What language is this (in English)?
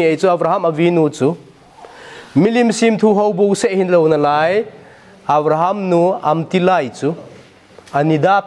Thado Chin